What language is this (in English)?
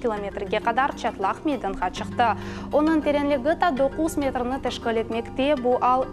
Crimean Tatar